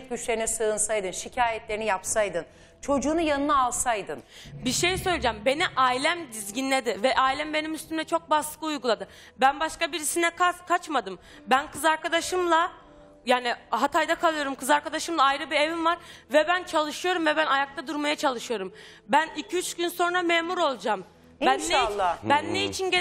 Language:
Turkish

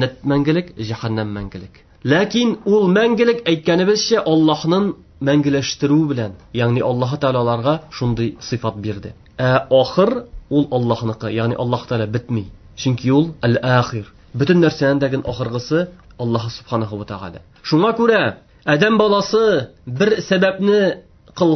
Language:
Tatar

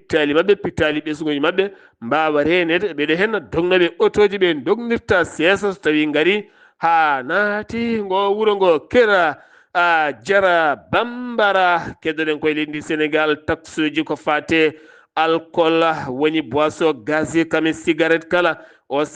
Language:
Fula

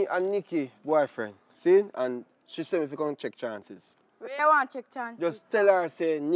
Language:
Jamaican Creole English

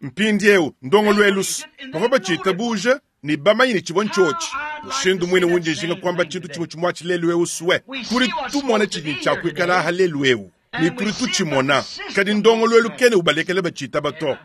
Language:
Luba-Lulua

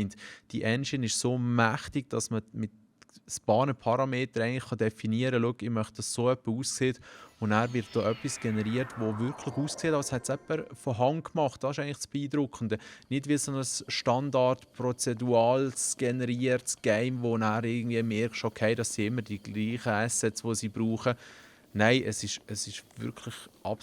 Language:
Swiss German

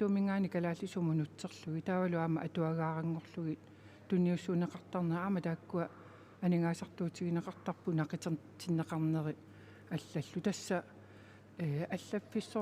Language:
Kalaallisut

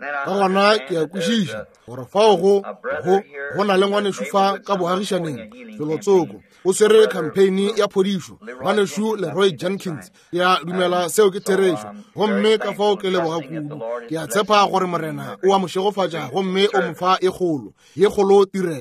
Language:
Northern Sotho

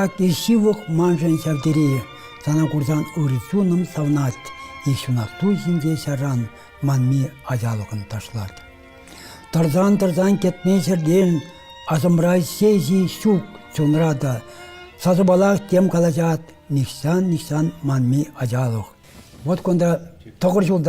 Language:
Chuvash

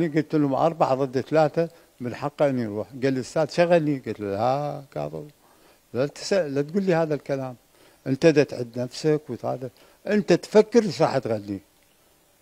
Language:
Mesopotamian Arabic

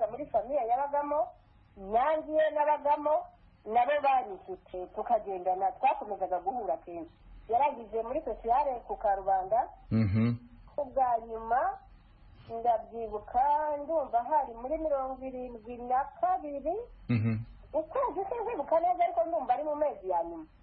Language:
Kinyarwanda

